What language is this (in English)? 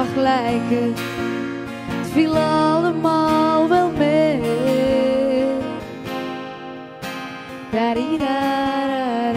Dutch